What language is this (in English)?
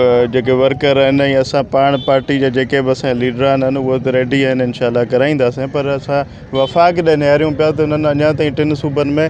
Sindhi